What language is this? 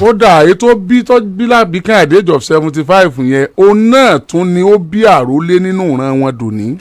Yoruba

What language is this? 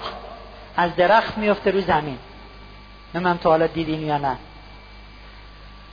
Persian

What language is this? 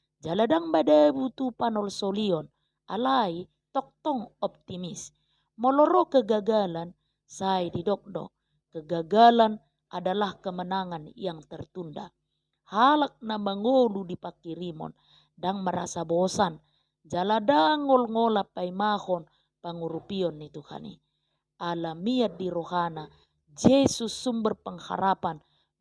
Batak Toba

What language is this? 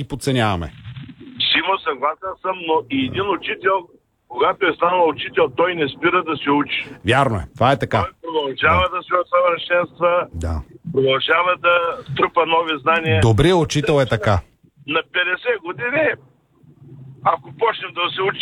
Bulgarian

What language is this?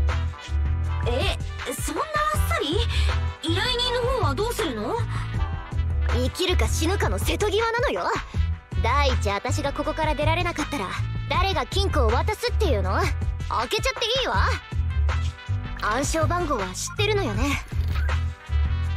Japanese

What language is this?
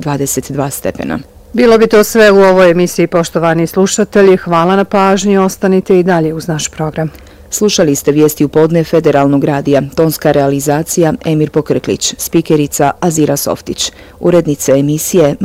Bosnian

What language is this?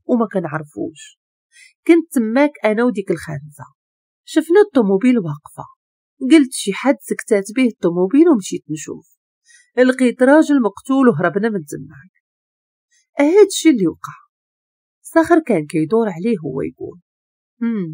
Moroccan Arabic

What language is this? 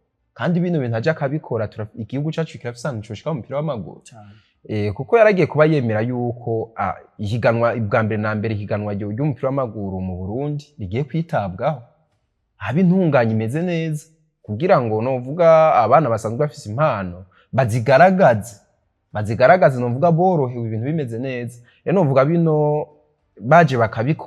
Rundi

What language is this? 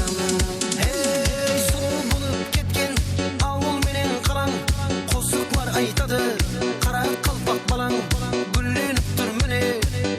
Kara-Kalpak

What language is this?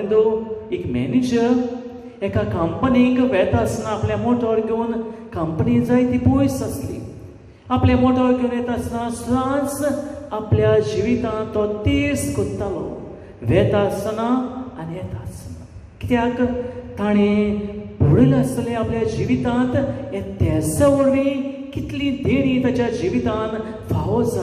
Konkani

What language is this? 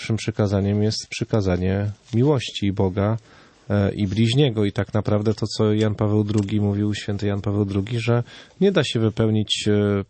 Polish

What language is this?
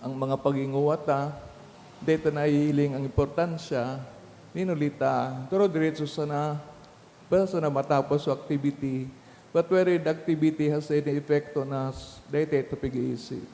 Bikol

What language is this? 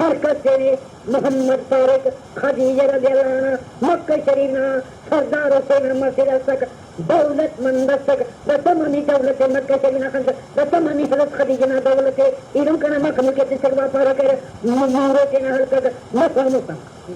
Brahui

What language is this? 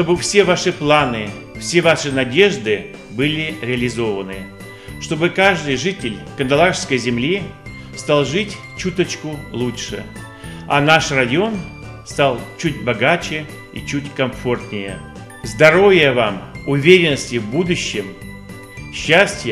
Russian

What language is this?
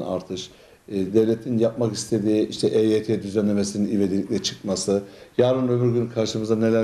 Turkish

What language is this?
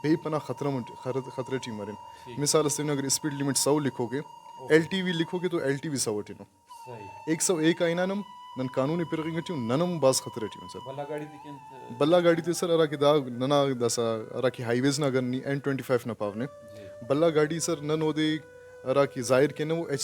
Brahui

